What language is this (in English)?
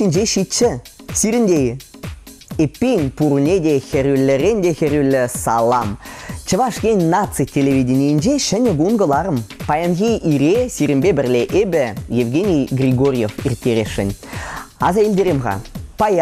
Chuvash